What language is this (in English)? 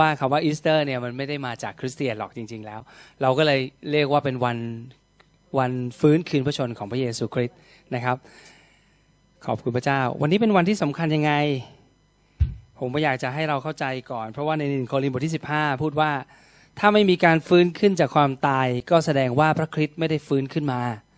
Thai